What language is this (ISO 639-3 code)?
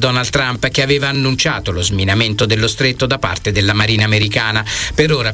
ita